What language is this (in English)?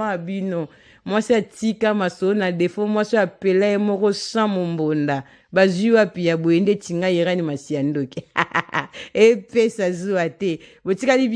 Lingala